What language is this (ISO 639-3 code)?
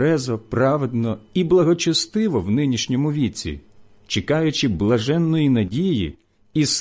ukr